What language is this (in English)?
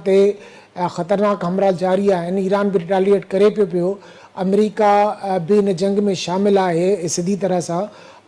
Sindhi